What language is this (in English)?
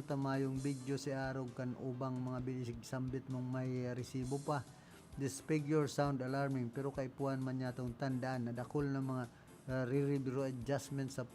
Bikol